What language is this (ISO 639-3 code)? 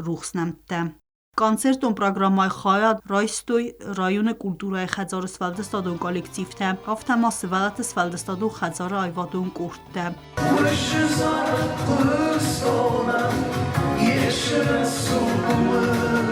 oss